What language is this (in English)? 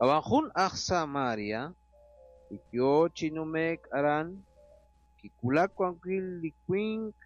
Kekchí